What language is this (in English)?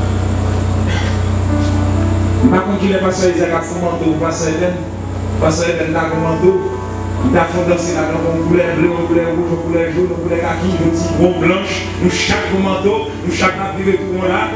French